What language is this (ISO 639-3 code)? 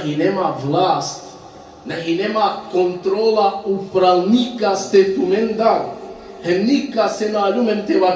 rmn